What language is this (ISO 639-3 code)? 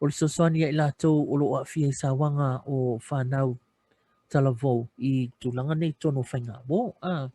smo